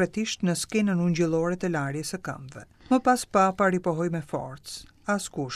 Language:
Albanian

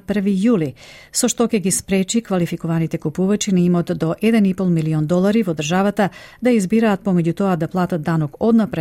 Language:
Macedonian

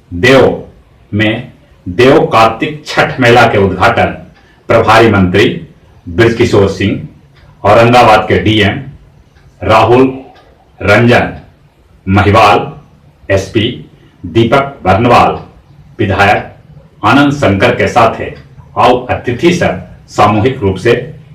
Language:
Magahi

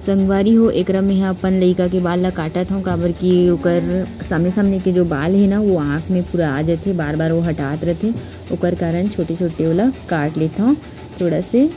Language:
Chhattisgarhi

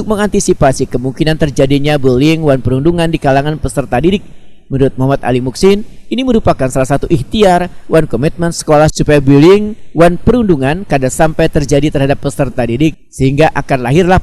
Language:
Banjar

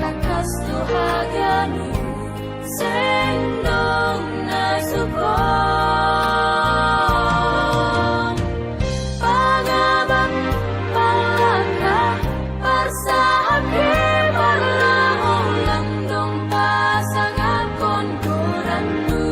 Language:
Batak Simalungun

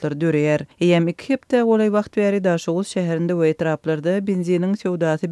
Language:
Turkmen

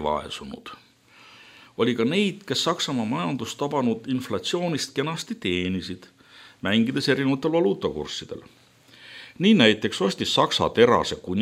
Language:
Estonian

